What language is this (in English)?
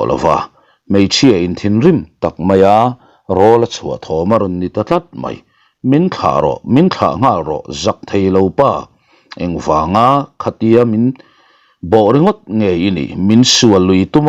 Mizo